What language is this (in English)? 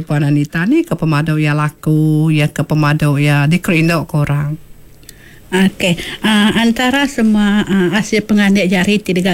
Iban